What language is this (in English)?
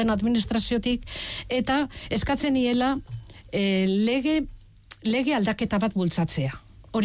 Basque